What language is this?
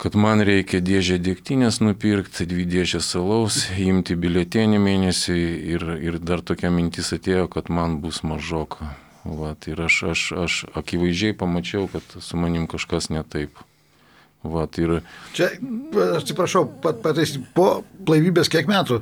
Lithuanian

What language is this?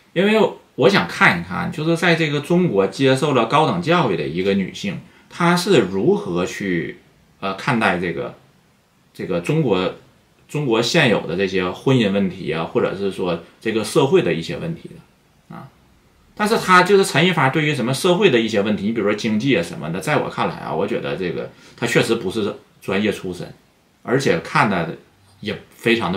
Chinese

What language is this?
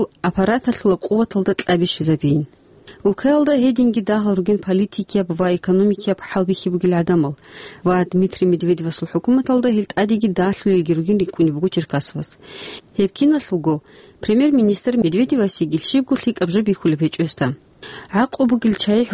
Avaric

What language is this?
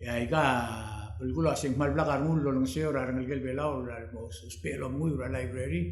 Palauan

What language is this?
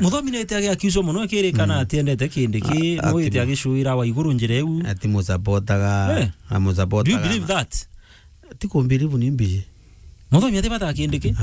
Meru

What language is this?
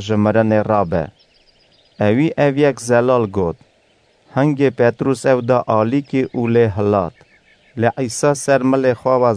Kurdish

